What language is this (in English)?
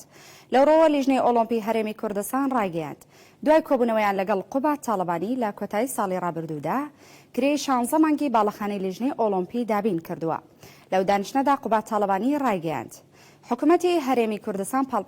Central Kurdish